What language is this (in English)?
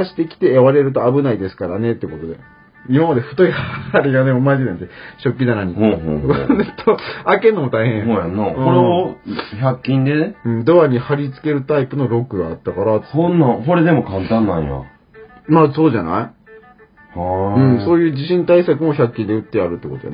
Japanese